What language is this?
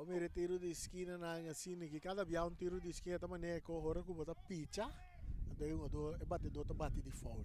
Papiamento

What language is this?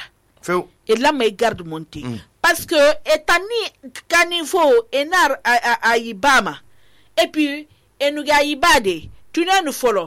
Susu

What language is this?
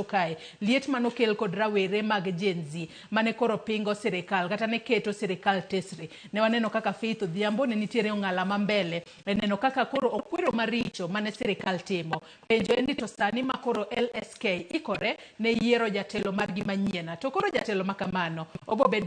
Luo (Kenya and Tanzania)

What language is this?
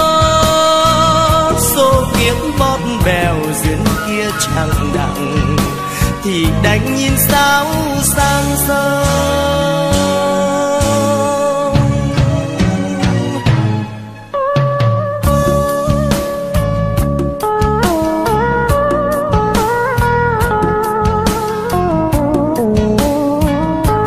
Vietnamese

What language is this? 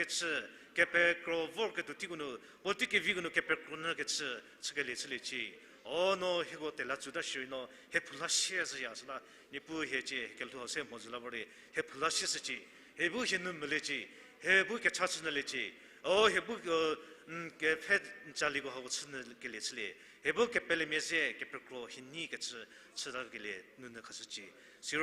Angami Naga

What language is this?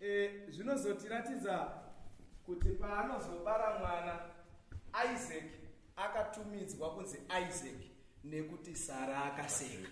Shona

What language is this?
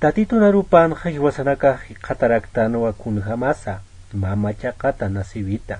Aymara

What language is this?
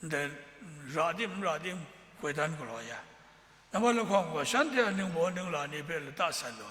Kachin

